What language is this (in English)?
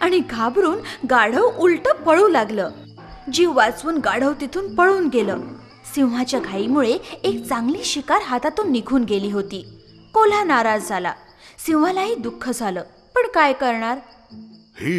Marathi